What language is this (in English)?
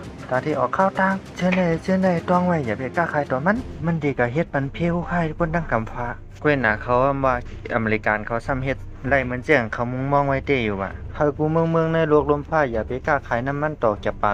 Shan